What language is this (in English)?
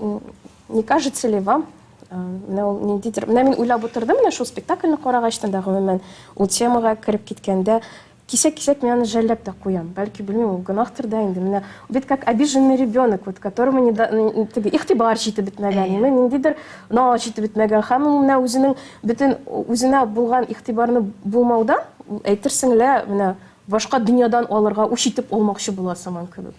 Tatar